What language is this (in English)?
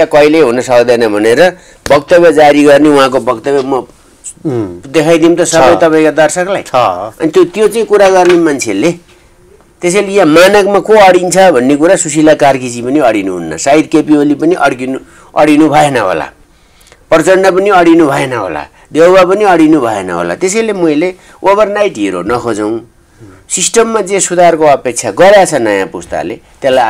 Nepali